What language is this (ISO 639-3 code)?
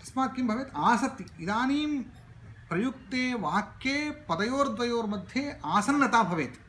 san